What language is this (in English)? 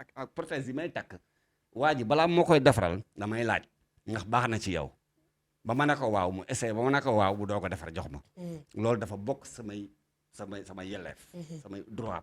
Wolof